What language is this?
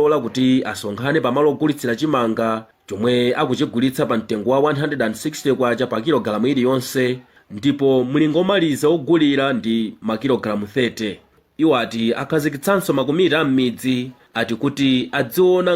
Nyanja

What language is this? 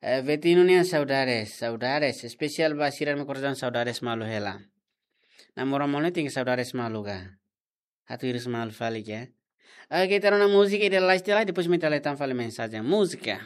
Tetum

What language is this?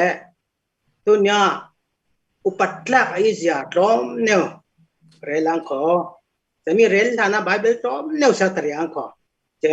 Falam Chin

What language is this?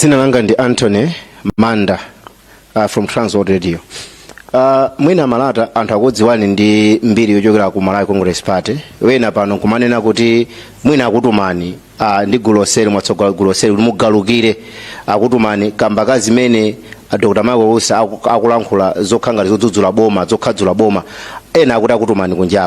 Nyanja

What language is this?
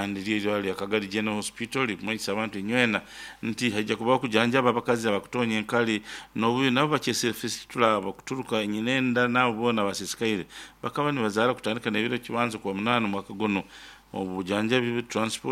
Nyoro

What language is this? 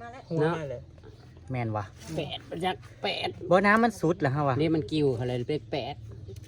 Northeastern Thai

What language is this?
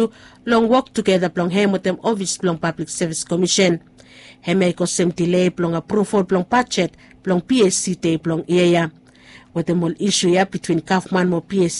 Bislama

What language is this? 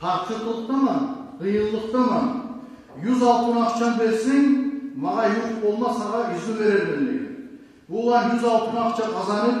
Kumyk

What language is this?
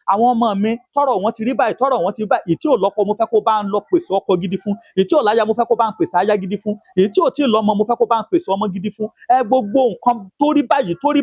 Yoruba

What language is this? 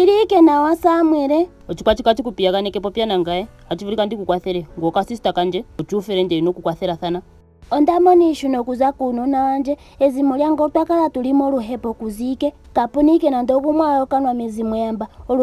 Ndonga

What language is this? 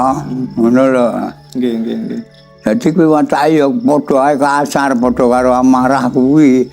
Javanese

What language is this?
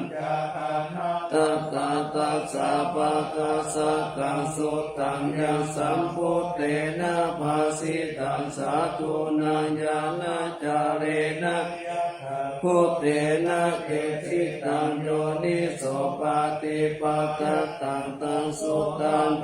Pali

